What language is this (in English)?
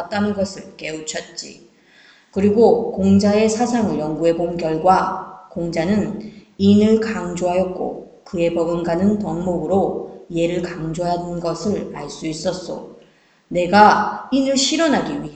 Korean